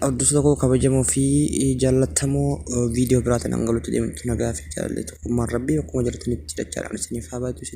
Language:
Oromo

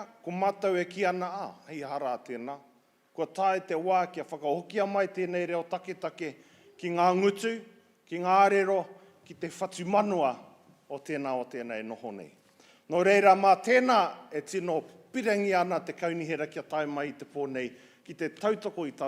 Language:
Māori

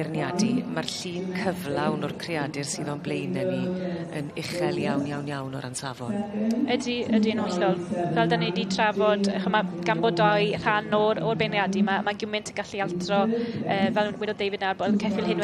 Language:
Welsh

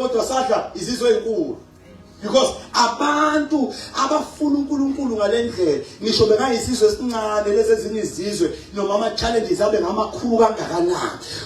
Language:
Zulu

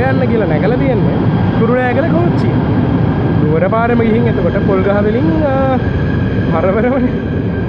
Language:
Sinhala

